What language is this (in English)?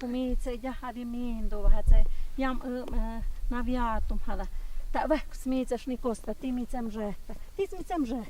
Totontepec Mixe